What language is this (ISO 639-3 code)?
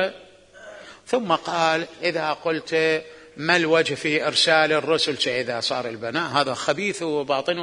acm